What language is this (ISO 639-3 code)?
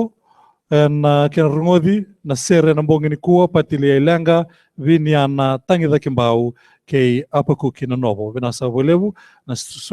fij